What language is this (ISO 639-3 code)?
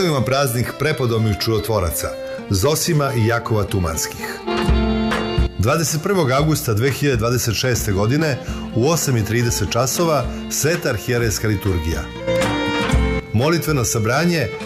srp